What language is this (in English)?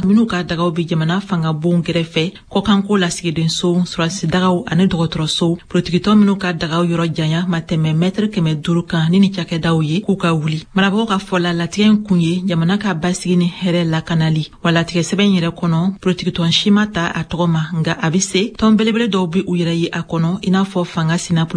Bambara